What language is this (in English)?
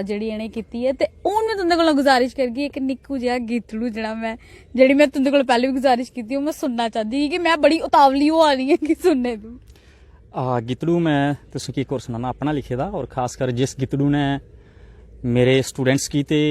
Dogri